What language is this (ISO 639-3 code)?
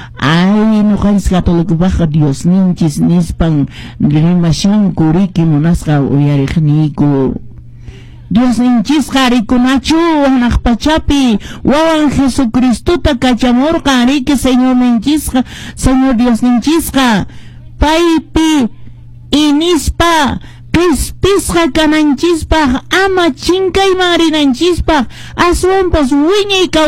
que